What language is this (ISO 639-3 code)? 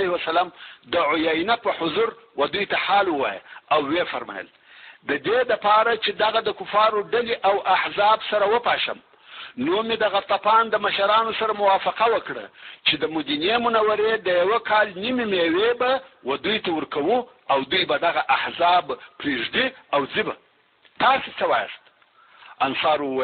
pus